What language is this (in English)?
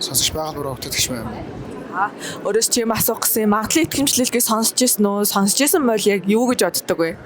Mongolian